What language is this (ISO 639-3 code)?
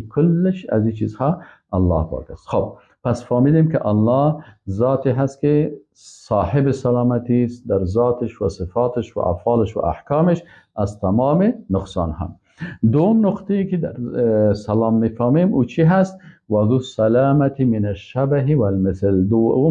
fas